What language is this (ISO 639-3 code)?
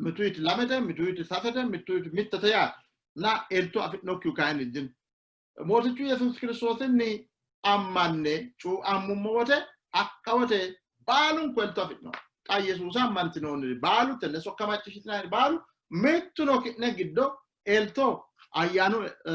sid